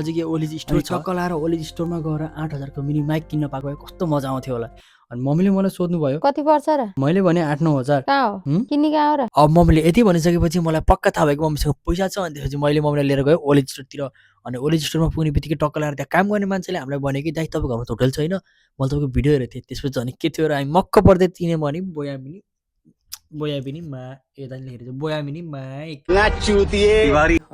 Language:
Nepali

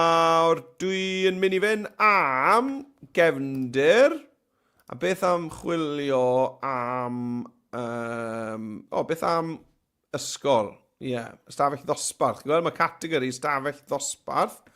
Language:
Welsh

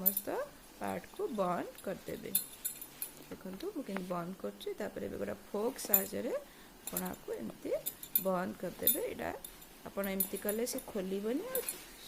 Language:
Odia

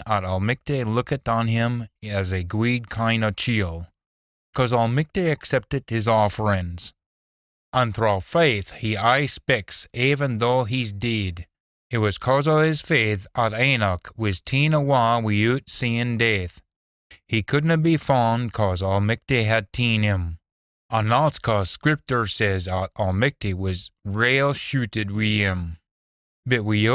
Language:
Scots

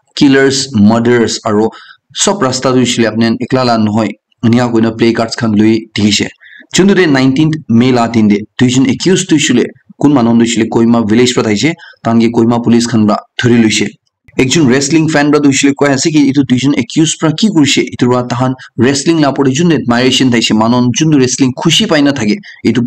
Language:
Naga Pidgin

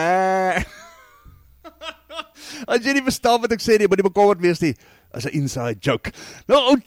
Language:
Afrikaans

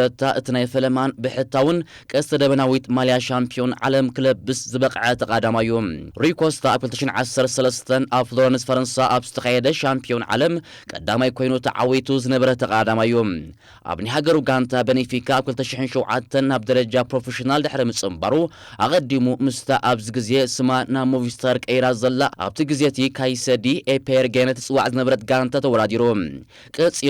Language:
Tigrinya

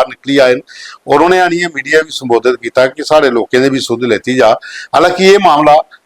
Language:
Dogri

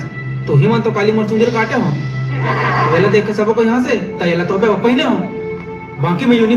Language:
Chhattisgarhi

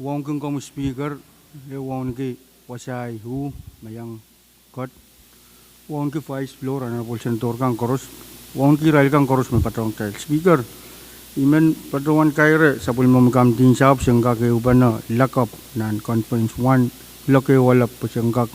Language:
Pohnpeian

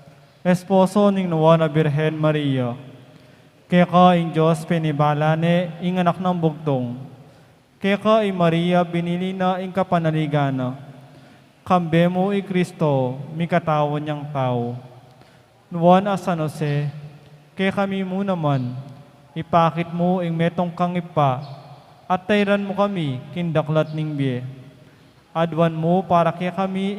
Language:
Pampanga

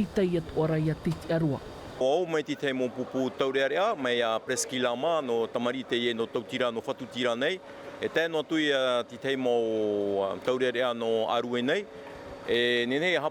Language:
Tahitian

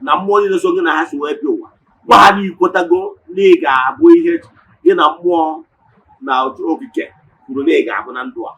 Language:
Igbo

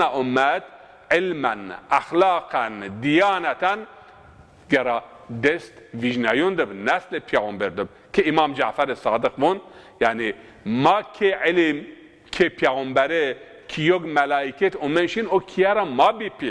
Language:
Zaza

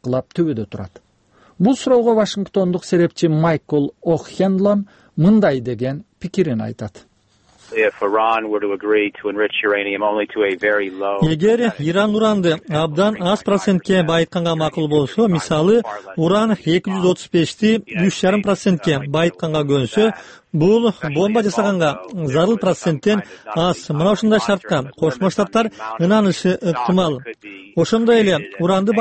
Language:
Kyrgyz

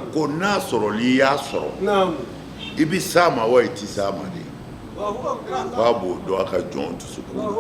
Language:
Bambara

